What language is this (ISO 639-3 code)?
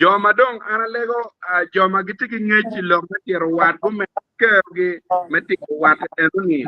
ach